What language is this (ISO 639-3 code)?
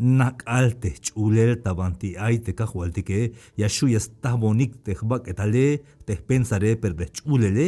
tzh